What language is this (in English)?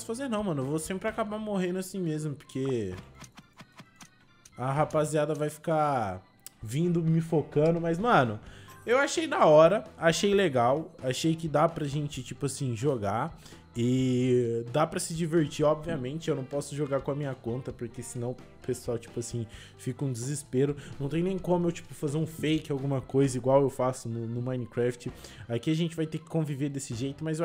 Portuguese